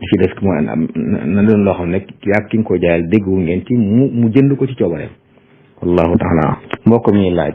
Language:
Wolof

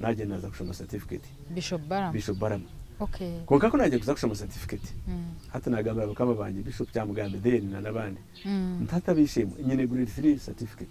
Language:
Nyankole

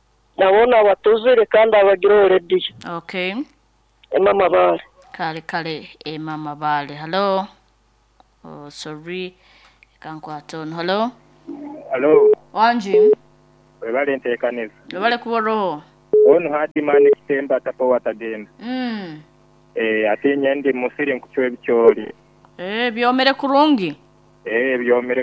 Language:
Nyoro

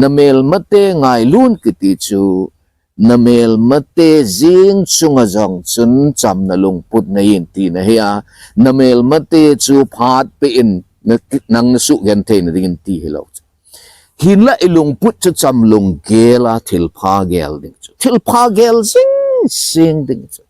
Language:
Thado Chin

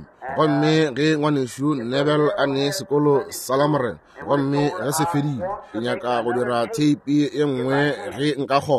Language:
Northern Sotho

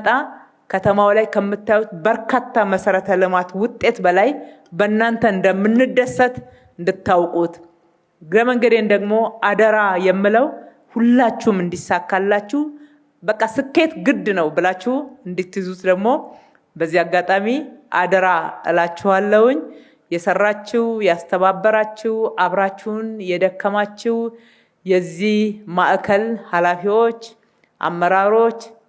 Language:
Amharic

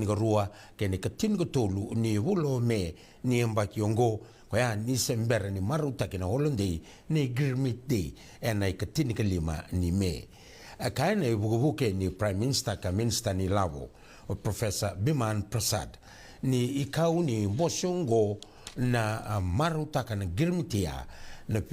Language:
Fijian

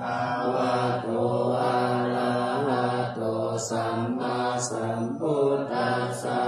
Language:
Pali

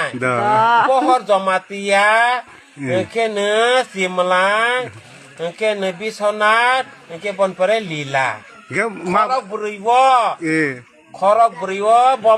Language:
Kok Borok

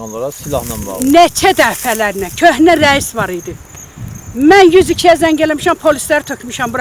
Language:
Azerbaijani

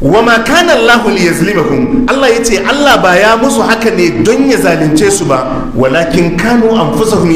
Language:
Hausa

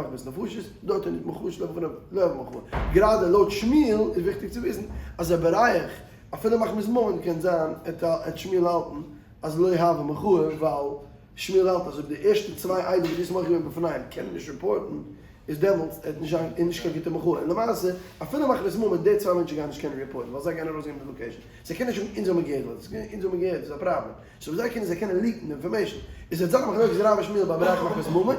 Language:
Yiddish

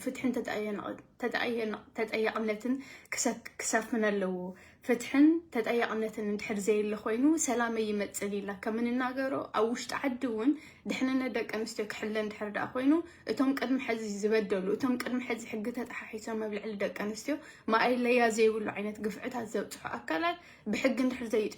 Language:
Tigrinya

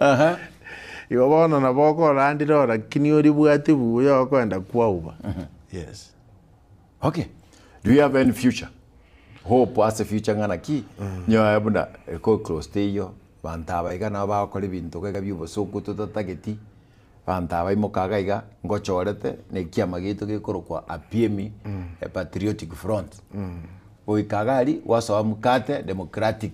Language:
Gusii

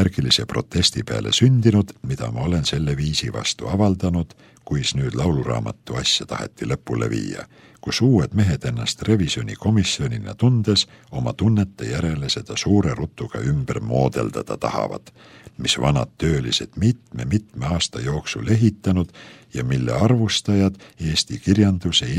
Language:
Estonian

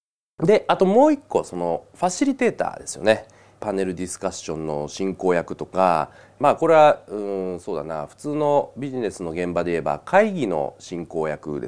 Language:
Japanese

